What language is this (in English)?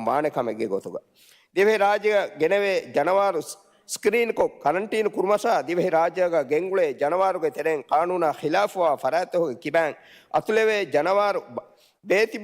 Divehi